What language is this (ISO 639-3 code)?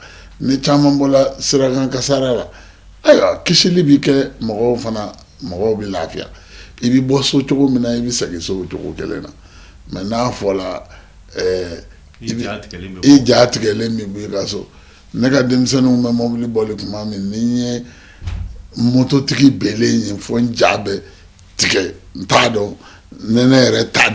bam